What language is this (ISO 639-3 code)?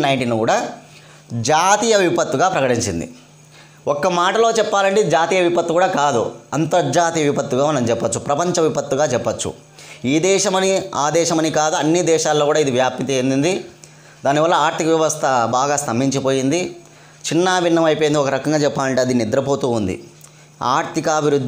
tel